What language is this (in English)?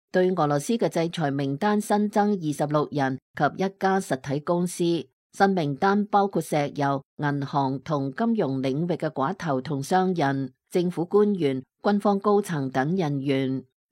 Cantonese